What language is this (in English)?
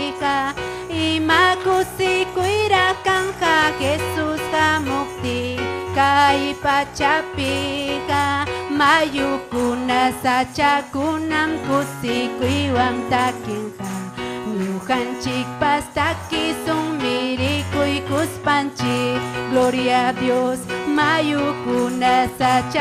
Ayacucho Quechua